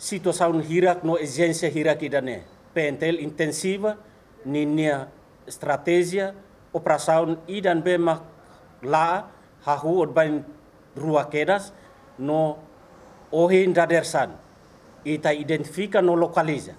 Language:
Tetum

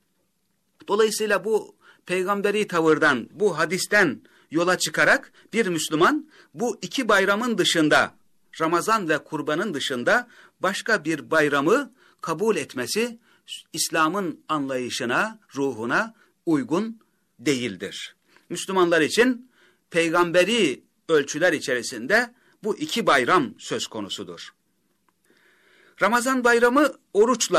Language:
Turkish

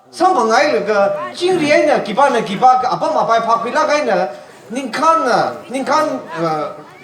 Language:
Tangkhul Naga (India)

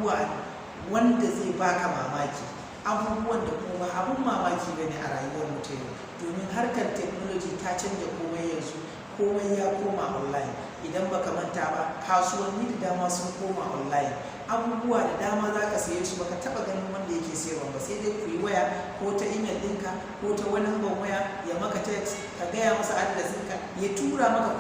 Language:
Hausa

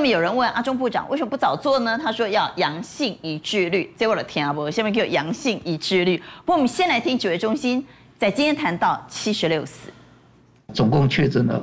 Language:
Chinese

